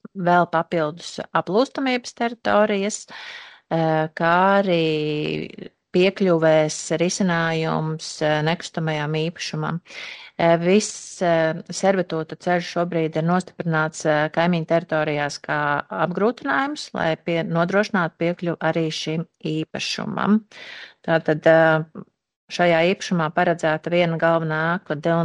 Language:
Latvian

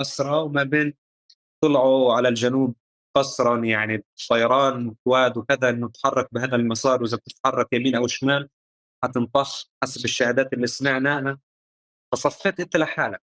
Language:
North Levantine Arabic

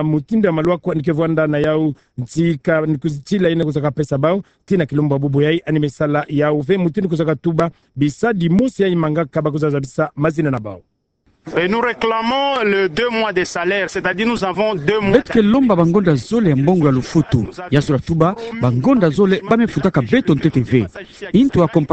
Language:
Kituba (Democratic Republic of Congo)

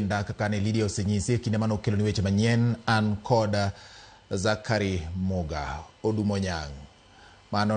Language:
Luo (Kenya and Tanzania)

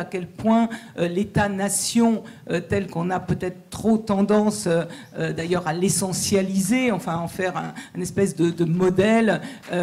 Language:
French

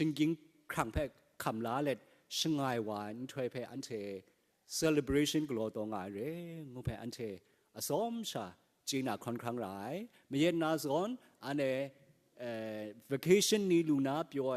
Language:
Kachin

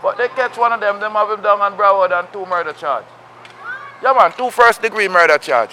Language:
Jamaican Creole English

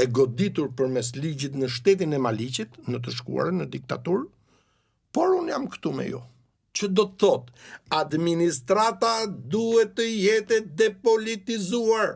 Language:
Albanian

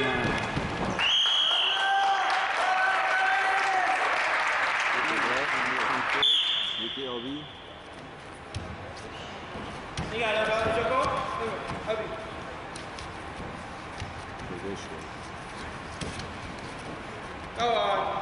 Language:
Persian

